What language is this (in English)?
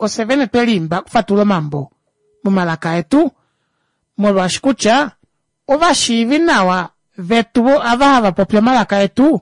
Kuanyama